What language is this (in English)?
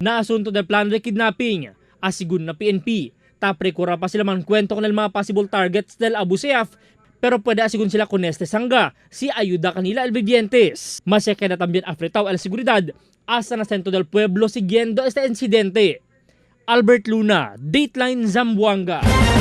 Chavacano